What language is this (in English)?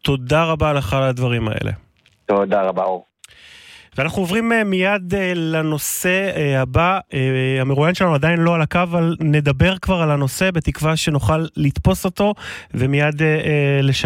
Hebrew